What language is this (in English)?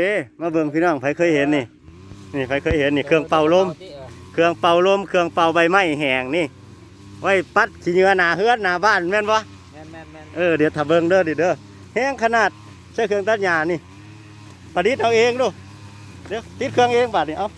Lao